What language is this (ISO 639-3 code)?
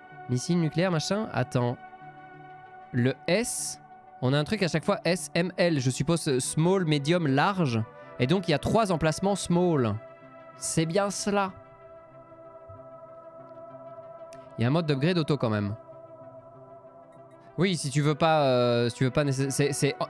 fra